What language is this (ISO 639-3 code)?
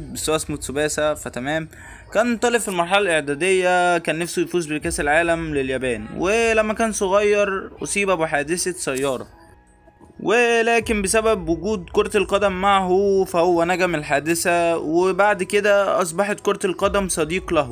arz